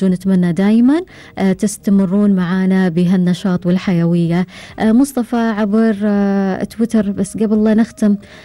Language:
Gulf Arabic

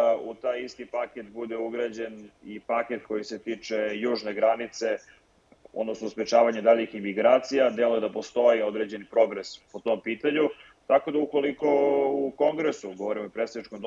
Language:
Serbian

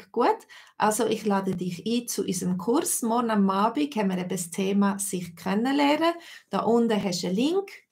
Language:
Swiss German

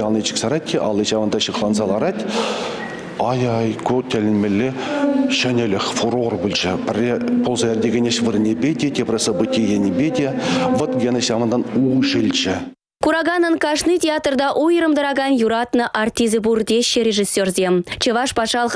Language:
Chuvash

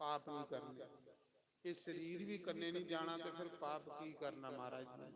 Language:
Dogri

